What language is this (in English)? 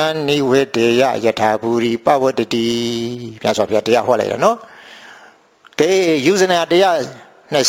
Burmese